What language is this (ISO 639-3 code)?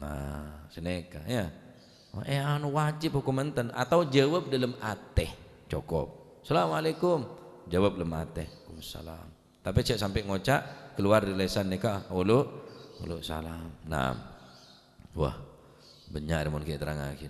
mad